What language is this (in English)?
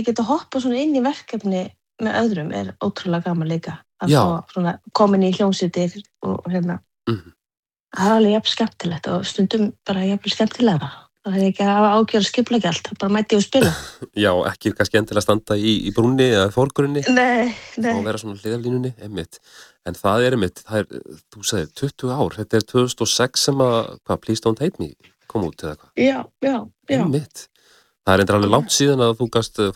Icelandic